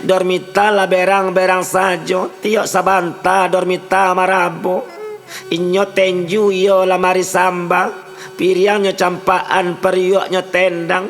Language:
Minangkabau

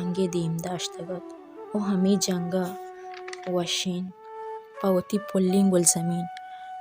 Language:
Baluchi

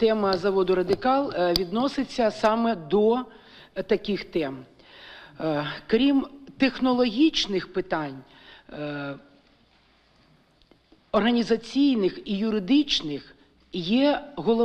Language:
Ukrainian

